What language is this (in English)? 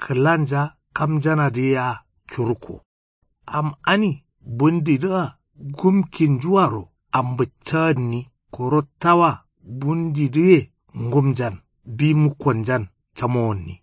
Kanuri